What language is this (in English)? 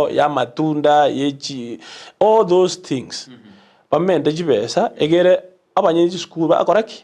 Gusii